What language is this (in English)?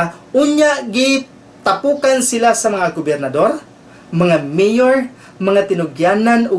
Cebuano